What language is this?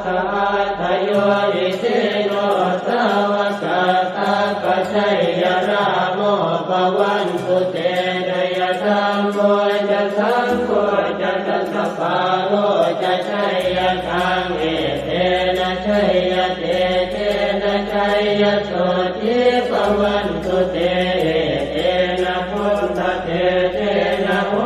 Pali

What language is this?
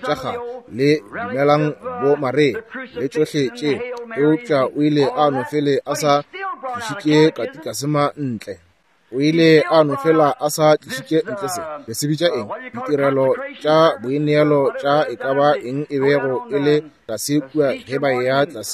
Northern Sotho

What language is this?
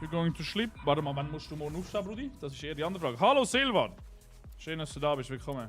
Swiss German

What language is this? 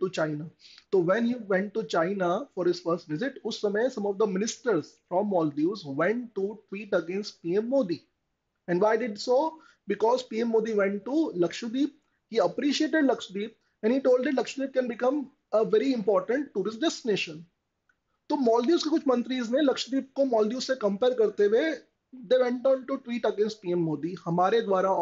Hindi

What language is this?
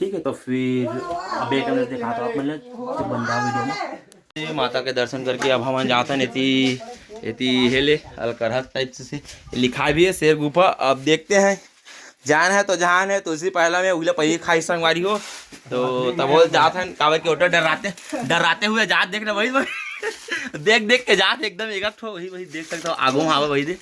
Chhattisgarhi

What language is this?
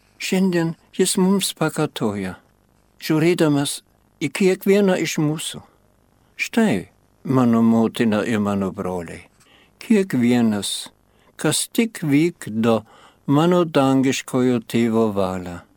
Lithuanian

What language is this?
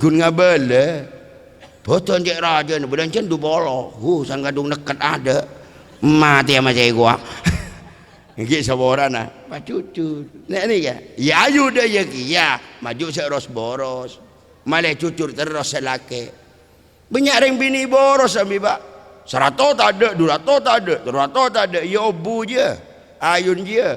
Madurese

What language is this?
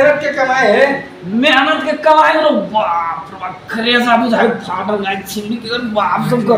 Maithili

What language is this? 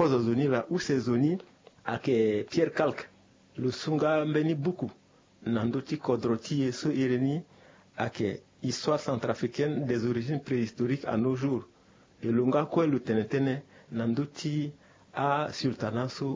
Sango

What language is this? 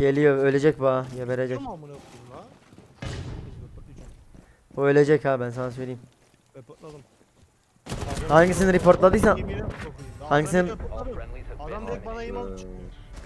Turkish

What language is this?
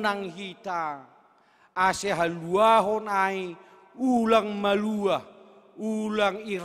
Batak Simalungun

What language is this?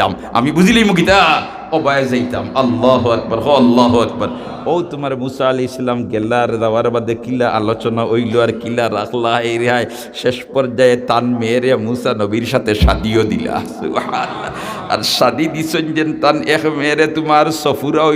Sylheti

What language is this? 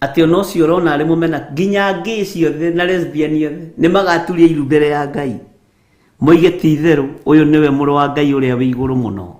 Kikuyu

